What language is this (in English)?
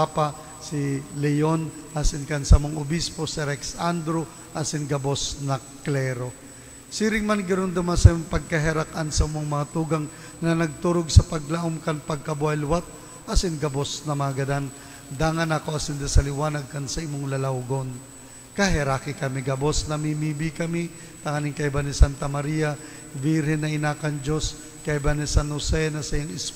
Bikol